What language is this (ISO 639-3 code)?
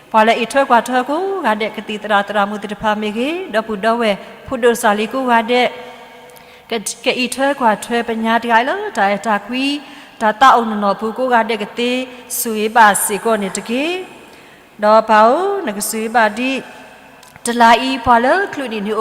ksw